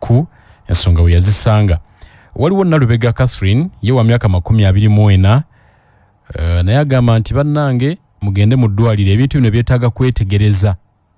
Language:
Ganda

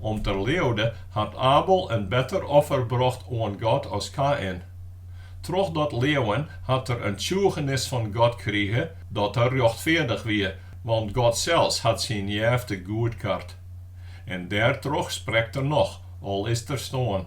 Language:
Western Frisian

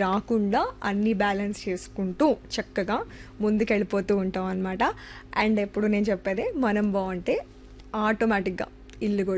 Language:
Telugu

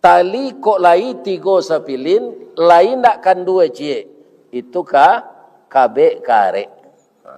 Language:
Minangkabau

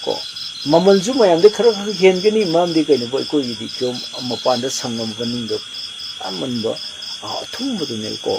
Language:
Manipuri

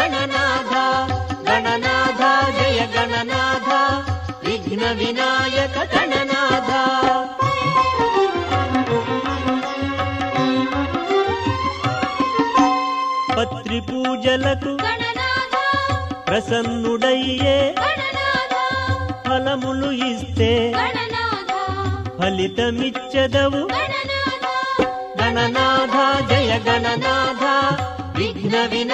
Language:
Telugu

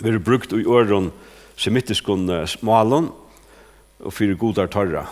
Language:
Faroese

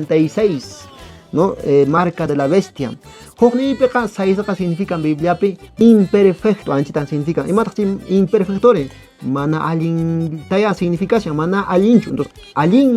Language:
Quechua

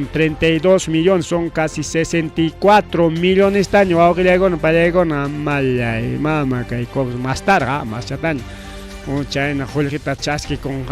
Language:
Ayacucho Quechua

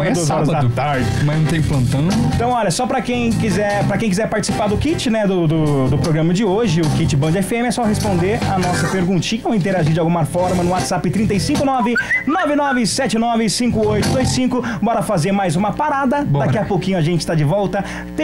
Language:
Portuguese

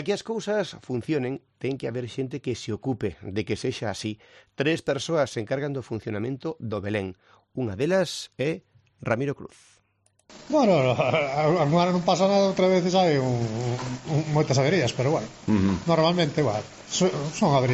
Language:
Galician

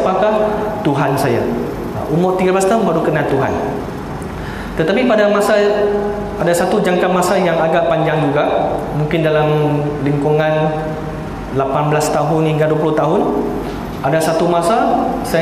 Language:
Malay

